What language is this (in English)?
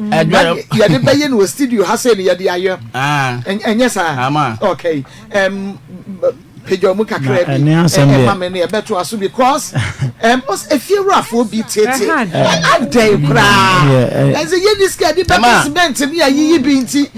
Akan